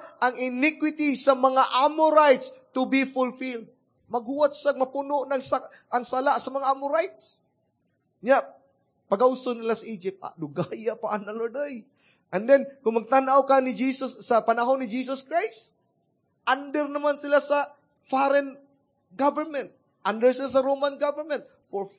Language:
Cebuano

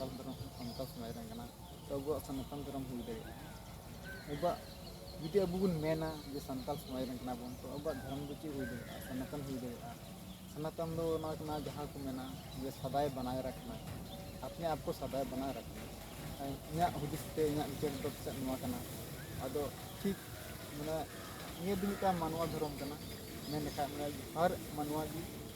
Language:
Santali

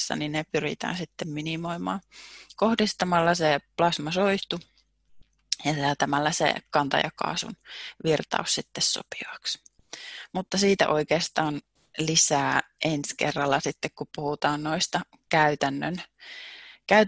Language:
Finnish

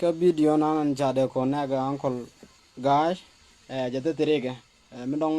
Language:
Nuer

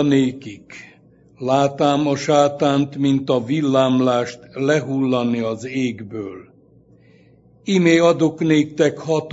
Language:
Hungarian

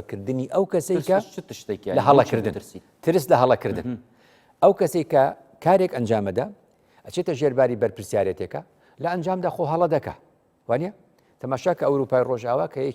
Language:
Central Kurdish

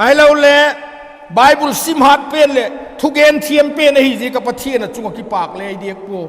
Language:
Vaiphei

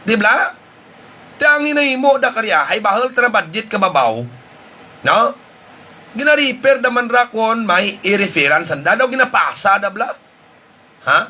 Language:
Hiligaynon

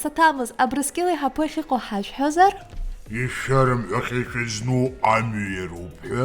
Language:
Abkhazian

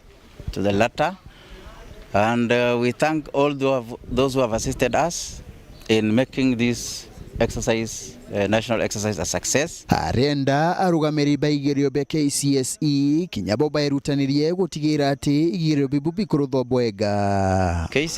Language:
Meru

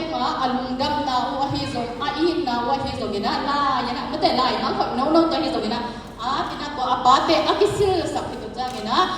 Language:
Tedim Chin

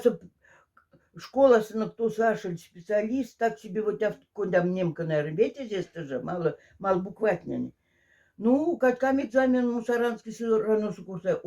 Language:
Moksha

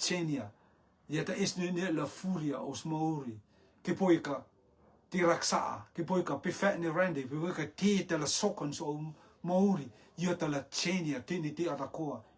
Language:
Rotuman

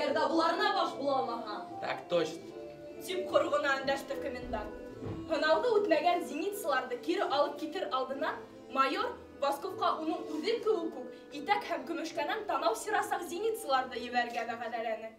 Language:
Bashkir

